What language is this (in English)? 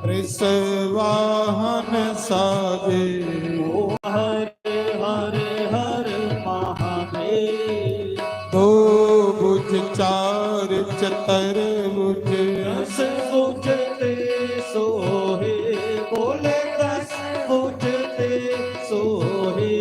Dogri